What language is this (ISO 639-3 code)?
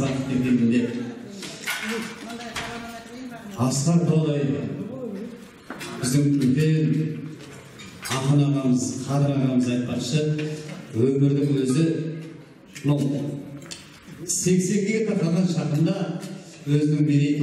kaz